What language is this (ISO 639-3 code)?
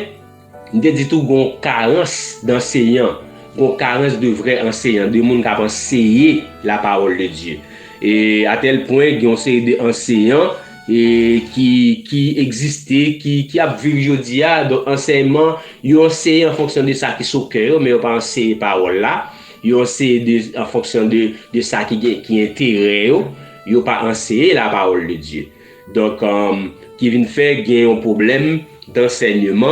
hat